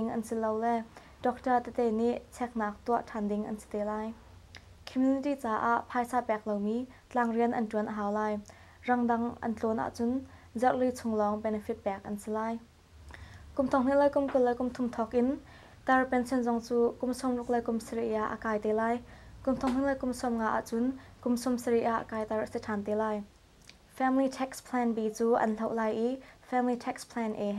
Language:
Hakha Chin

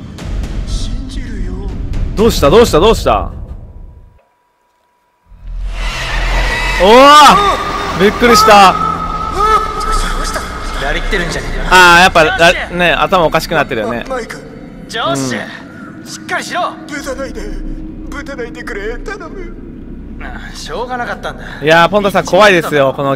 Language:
Japanese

